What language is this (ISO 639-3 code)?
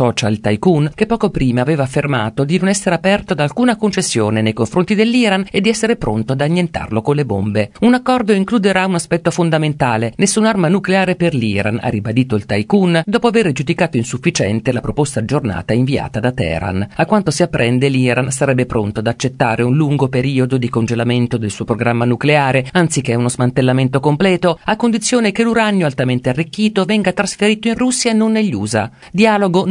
ita